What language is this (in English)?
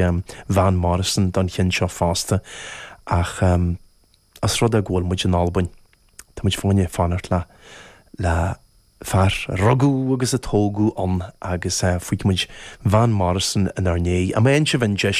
Irish